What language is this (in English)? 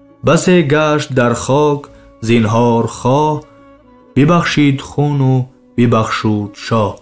Tajik